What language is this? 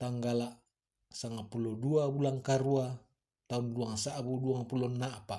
Toraja-Sa'dan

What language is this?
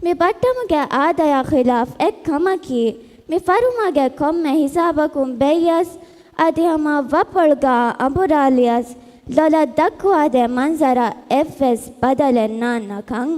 Divehi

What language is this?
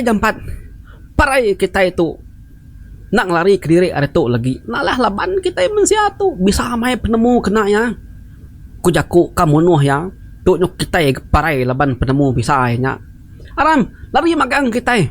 Iban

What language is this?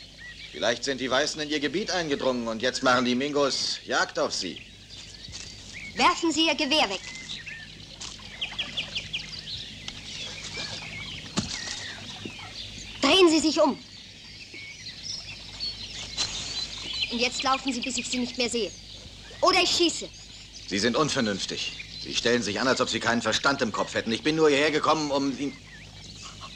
German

